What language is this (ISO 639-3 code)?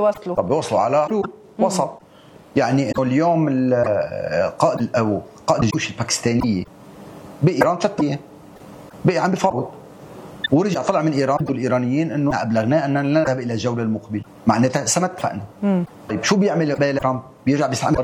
apc